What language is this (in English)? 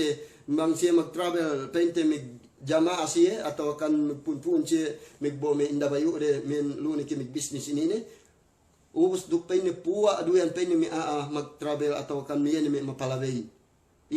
Yakan